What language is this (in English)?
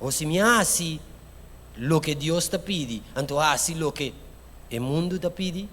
Papiamento